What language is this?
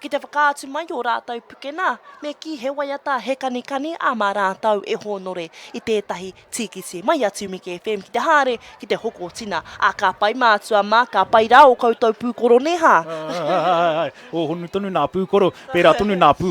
Māori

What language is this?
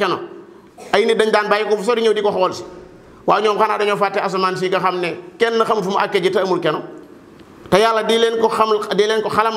Wolof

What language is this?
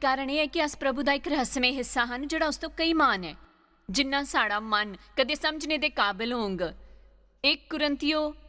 Dogri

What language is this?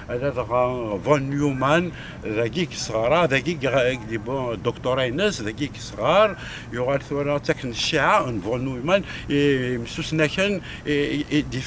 Kabyle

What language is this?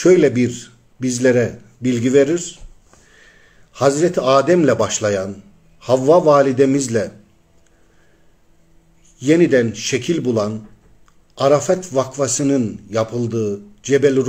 Turkish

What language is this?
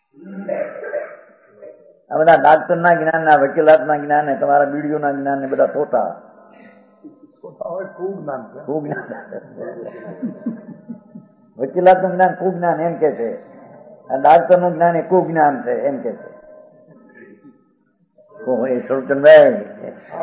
Gujarati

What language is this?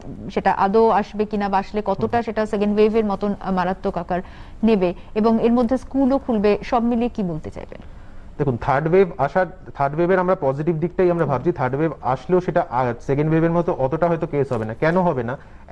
Bangla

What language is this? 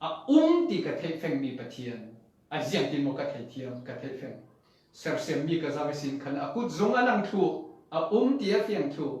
Falam Chin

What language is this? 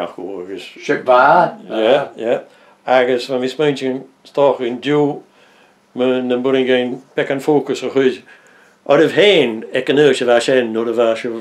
Breton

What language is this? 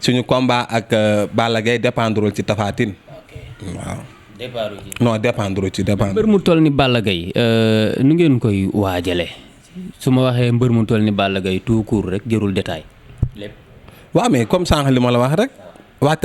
Wolof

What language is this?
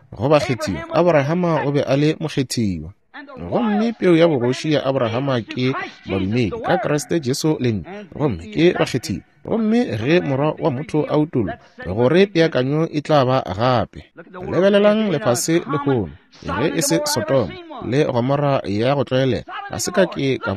Northern Sotho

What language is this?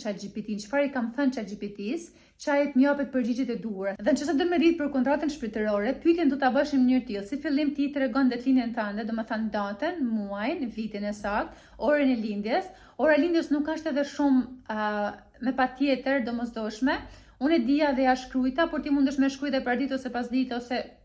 Albanian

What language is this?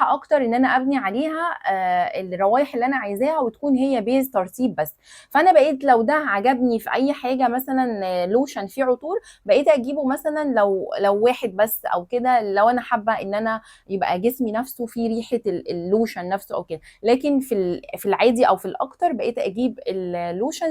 Egyptian Arabic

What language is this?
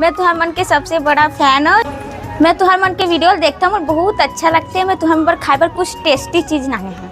Chhattisgarhi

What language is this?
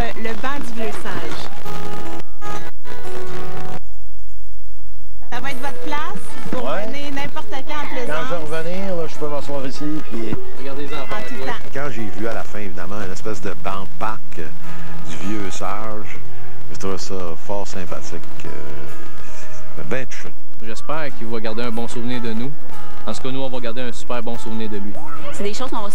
French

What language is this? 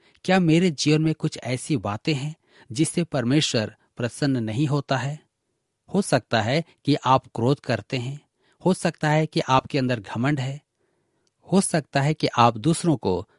Hindi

